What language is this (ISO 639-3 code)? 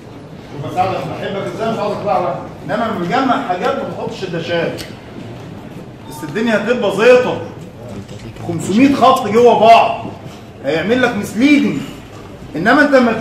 arz